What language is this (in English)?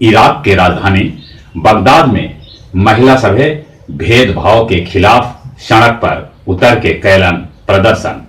Magahi